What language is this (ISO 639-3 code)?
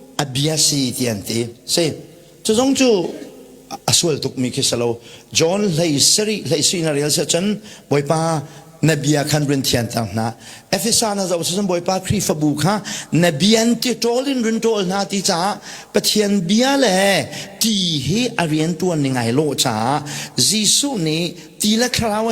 cnh